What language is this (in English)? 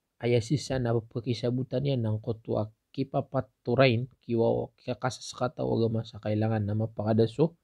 Maranao